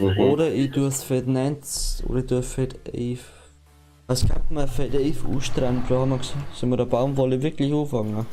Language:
Bavarian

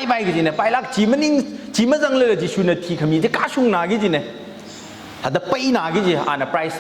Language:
Tangkhul Naga (India)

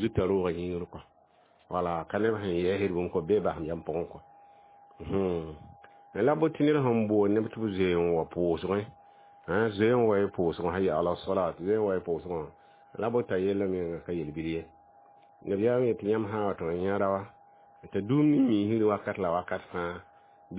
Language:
Mossi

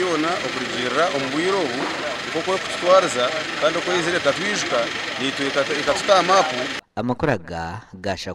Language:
Nyankole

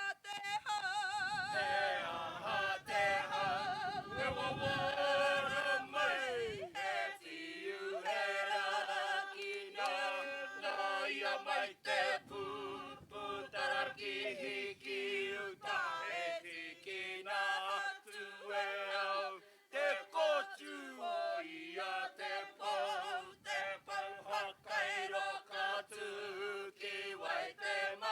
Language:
Māori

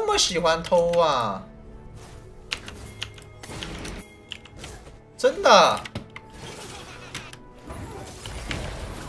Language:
Chinese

